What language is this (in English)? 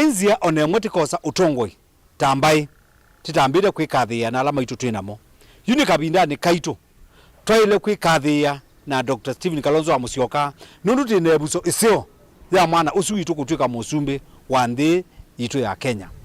Kamba